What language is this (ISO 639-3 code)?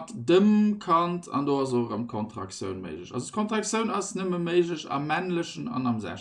ltz